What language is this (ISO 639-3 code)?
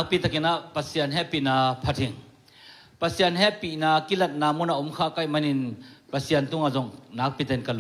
ctd